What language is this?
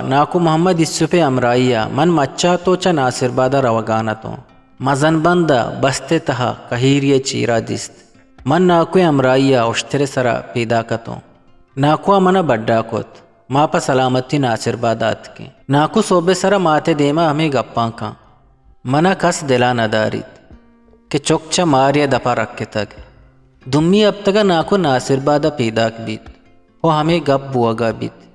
Eastern Balochi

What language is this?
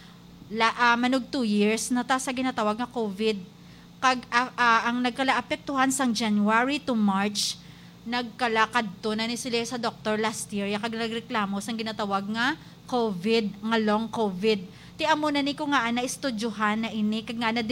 Hiligaynon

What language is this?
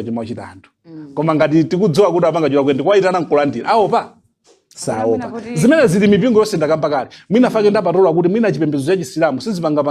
Nyanja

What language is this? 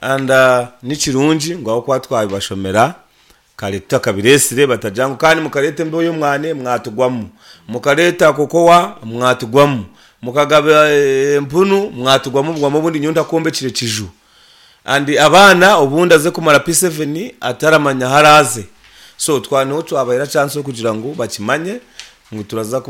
Nyankole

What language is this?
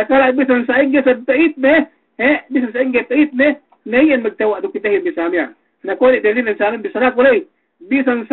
Yakan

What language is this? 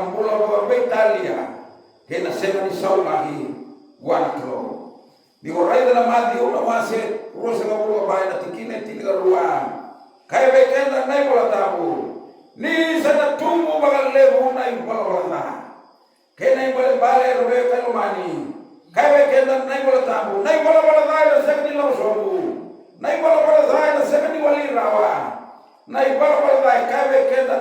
Fijian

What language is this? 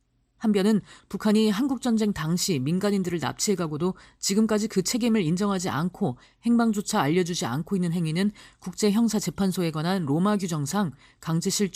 Korean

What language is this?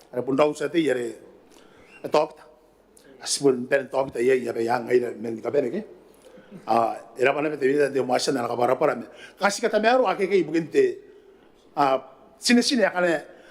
Gilbertese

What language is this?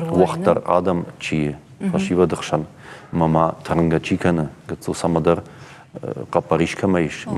Ossetic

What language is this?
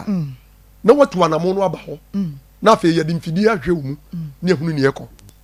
Akan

